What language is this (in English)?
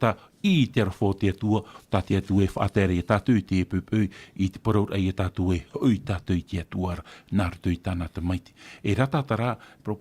Tahitian